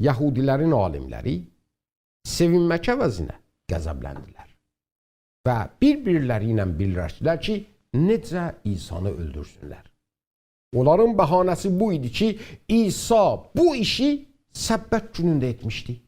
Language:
South Azerbaijani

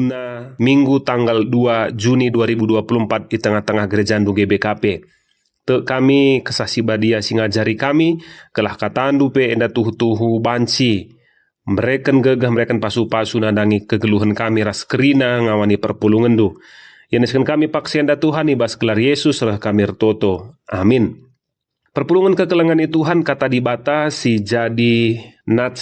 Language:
Batak Karo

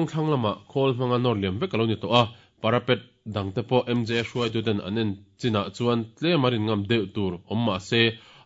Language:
Mizo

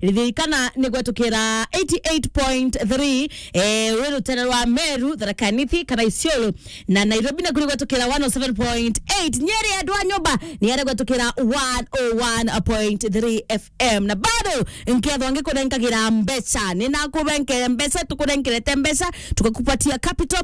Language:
Meru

